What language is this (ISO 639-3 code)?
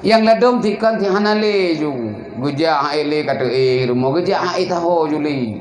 ace